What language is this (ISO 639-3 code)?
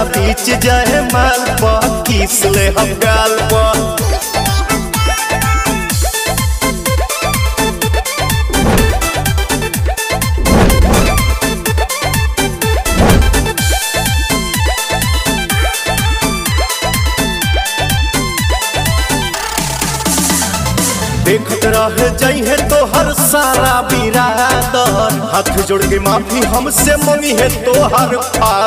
bho